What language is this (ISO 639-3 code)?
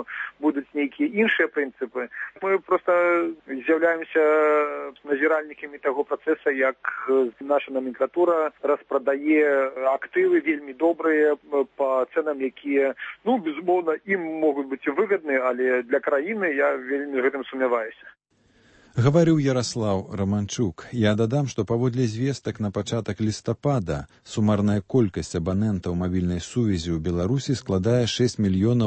bel